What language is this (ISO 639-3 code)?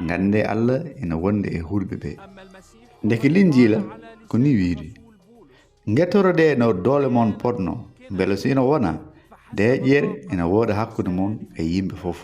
ful